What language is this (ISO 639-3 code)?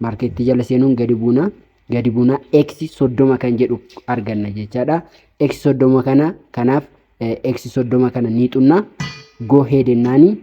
orm